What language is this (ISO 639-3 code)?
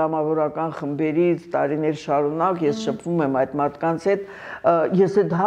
hye